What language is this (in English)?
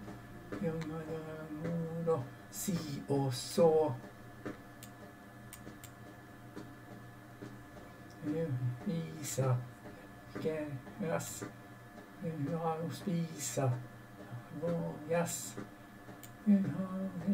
Swedish